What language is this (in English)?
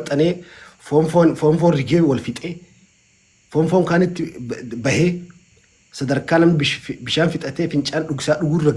Oromo